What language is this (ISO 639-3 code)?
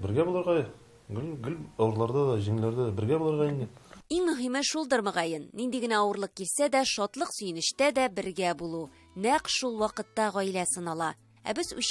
tat